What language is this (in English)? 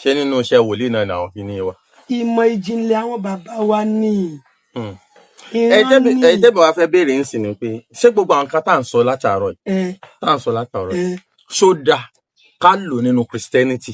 Yoruba